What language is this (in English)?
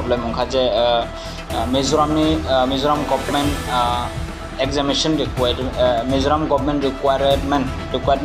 Kok Borok